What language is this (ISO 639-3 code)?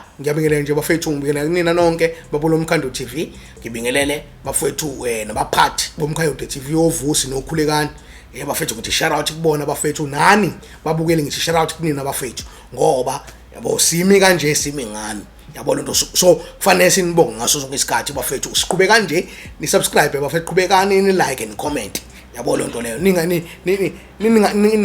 zul